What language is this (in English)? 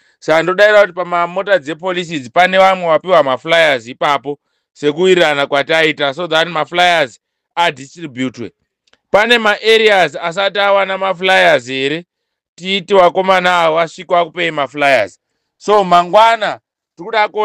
Shona